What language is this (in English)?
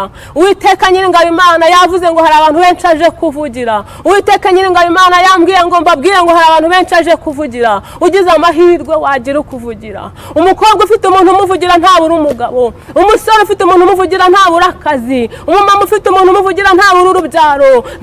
Kinyarwanda